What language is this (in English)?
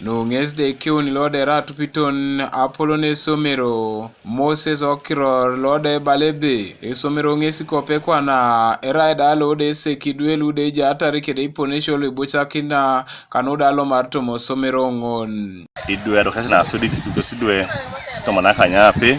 Teso